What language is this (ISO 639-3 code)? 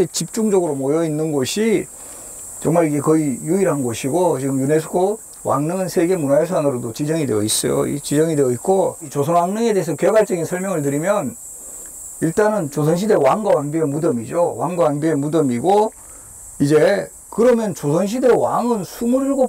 kor